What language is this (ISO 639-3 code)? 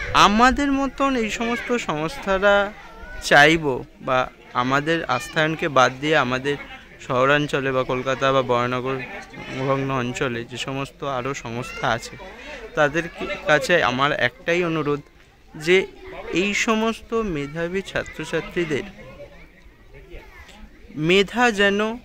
ben